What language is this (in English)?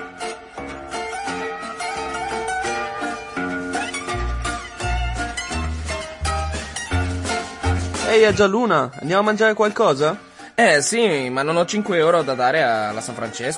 Italian